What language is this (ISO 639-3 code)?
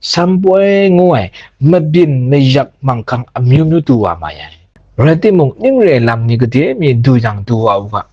kac